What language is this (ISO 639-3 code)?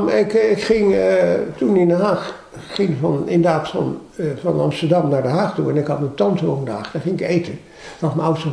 nld